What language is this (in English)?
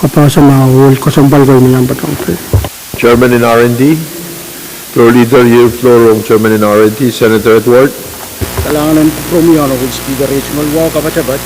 Pohnpeian